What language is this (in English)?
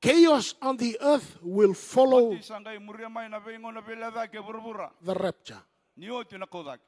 Fijian